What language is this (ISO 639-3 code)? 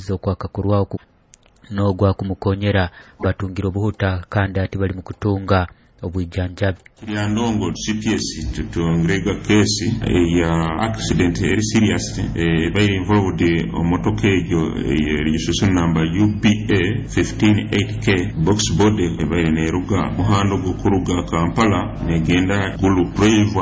nyo